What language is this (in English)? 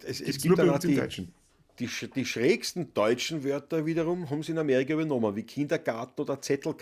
Bavarian